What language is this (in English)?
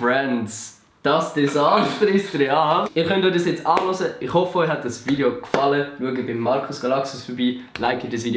Swiss German